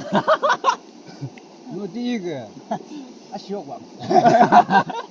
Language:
Yimchungru Naga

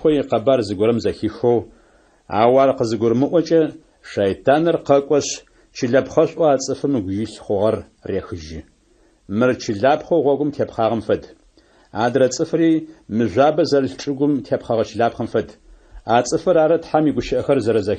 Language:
Adyghe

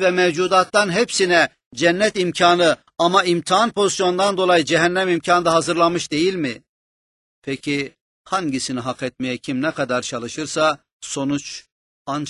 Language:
Turkish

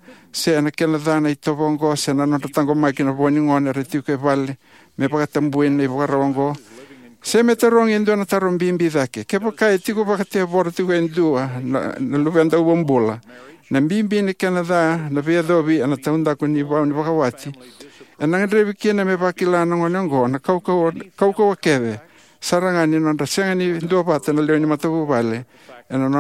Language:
Fijian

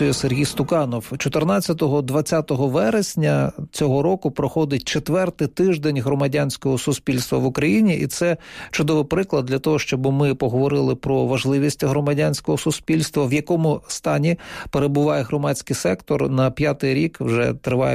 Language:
Ukrainian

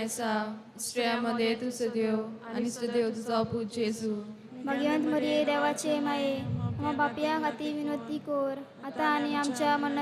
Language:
Konkani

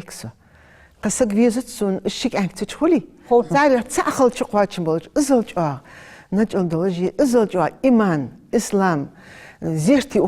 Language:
Ingush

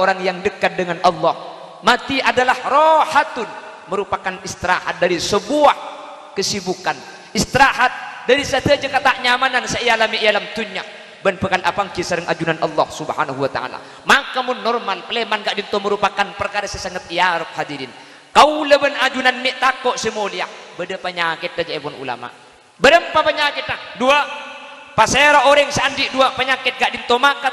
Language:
Madurese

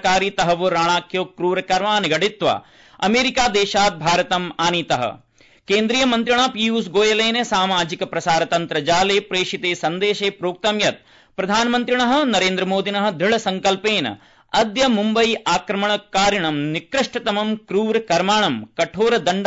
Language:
Sanskrit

